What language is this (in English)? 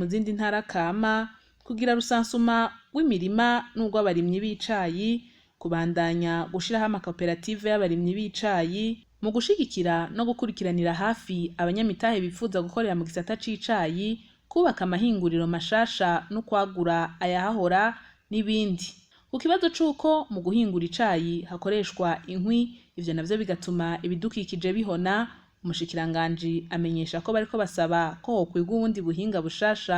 Rundi